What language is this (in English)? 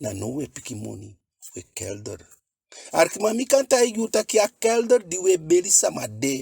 Eastern Maroon Creole